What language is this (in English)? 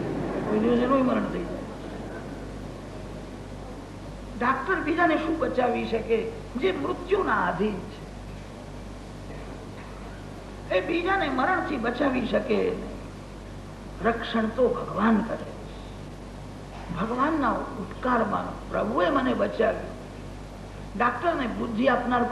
Gujarati